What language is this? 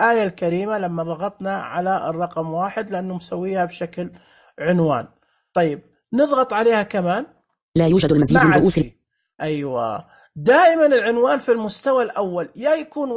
Najdi Arabic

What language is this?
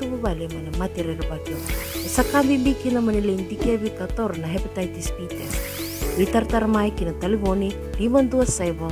Fijian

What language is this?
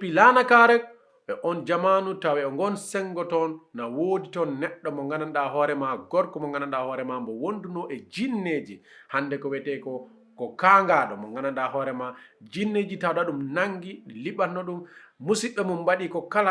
Fula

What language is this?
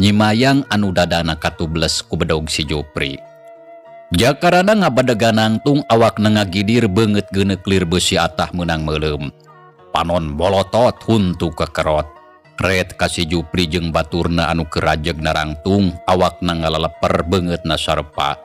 Sundanese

